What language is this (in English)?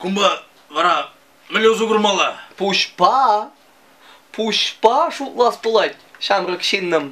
Chuvash